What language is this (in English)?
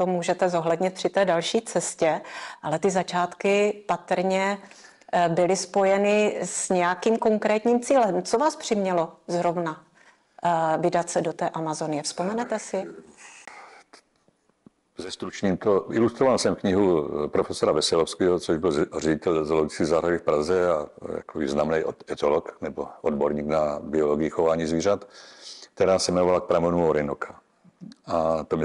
Czech